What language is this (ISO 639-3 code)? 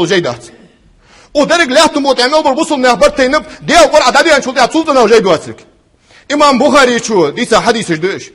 inh